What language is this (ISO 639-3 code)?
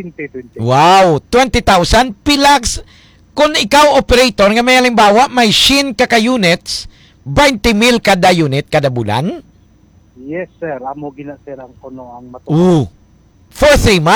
hil